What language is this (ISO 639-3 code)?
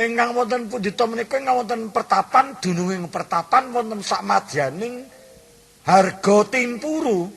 jav